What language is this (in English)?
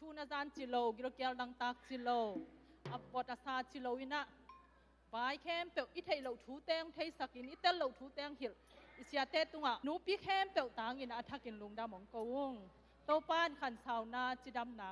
Tedim Chin